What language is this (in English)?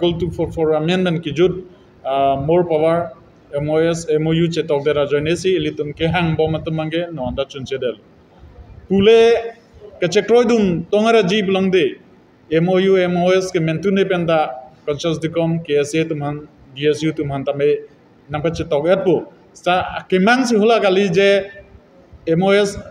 Karbi